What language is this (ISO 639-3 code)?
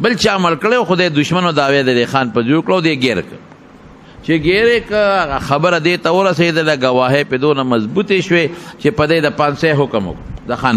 pus